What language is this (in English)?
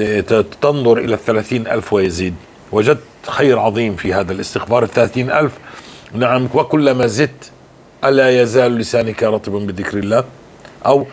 North Levantine Arabic